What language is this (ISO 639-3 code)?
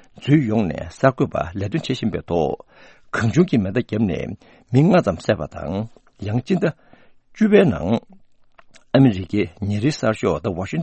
bod